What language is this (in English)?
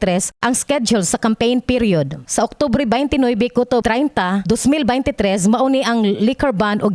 Cebuano